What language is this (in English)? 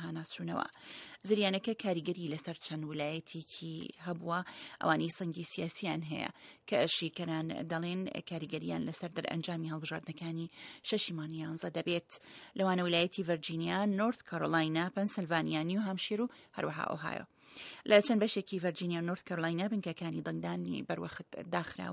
Central Kurdish